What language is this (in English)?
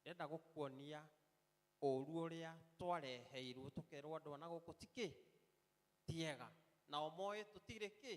Kikuyu